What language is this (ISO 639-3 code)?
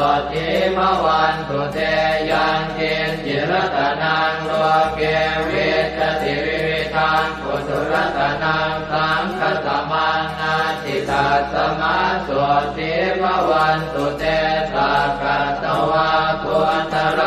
pli